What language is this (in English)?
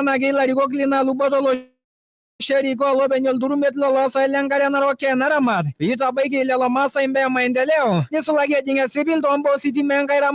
Masai